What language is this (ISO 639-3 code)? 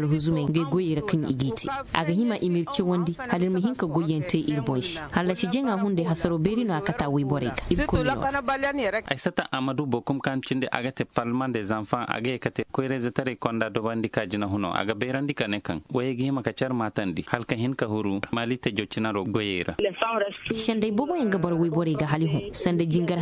ses